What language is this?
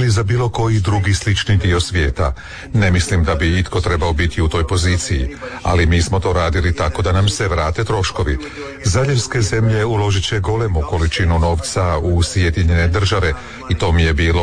Croatian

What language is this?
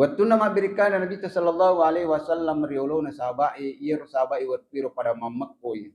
Buginese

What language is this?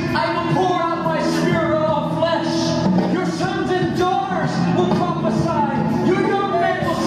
Tongan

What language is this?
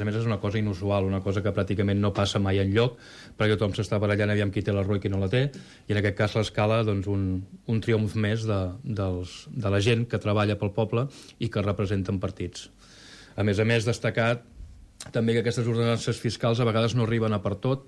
Catalan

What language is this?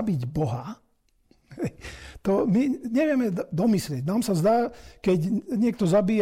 Slovak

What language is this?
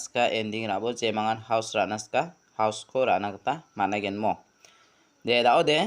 Garo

